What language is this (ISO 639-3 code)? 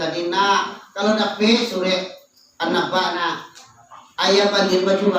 min